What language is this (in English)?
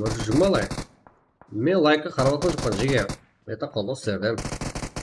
Kara-Kalpak